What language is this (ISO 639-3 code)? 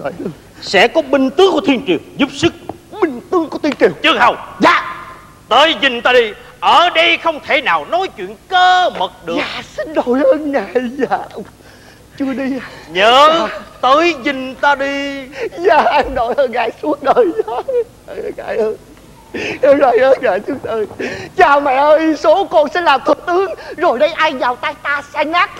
vie